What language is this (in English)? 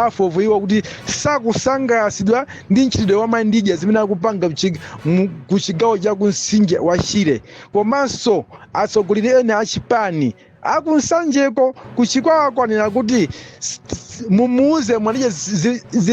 Nyanja